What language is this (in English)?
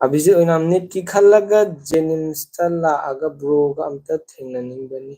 Manipuri